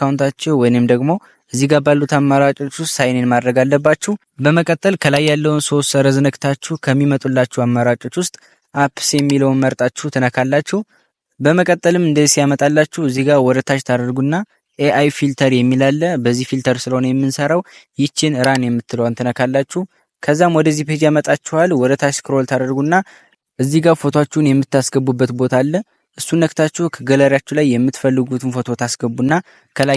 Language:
Amharic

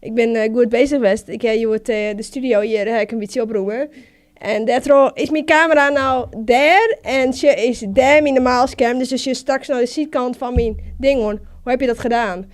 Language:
Western Frisian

